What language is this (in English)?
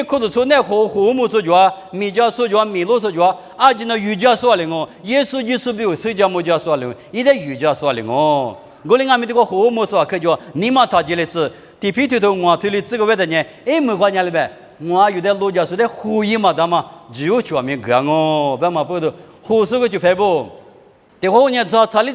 Lisu